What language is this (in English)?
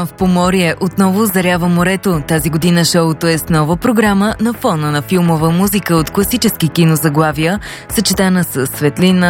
Bulgarian